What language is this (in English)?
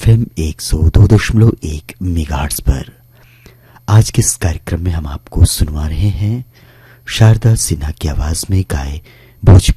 Hindi